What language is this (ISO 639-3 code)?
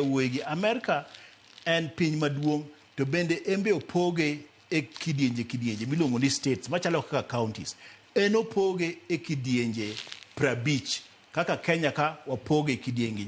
luo